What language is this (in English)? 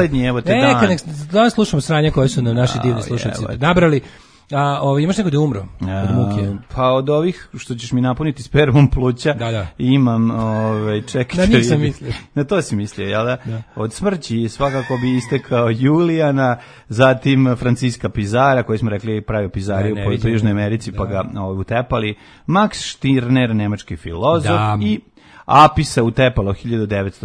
Serbian